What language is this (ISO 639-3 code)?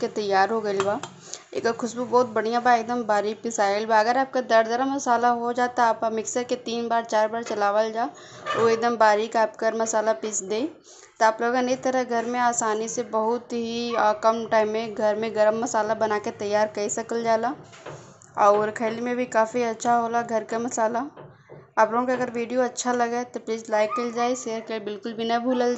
bho